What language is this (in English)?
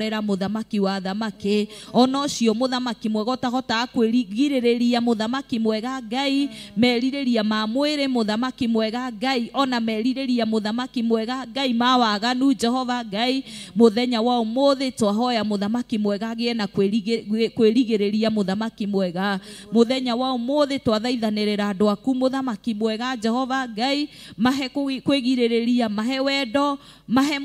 Kikuyu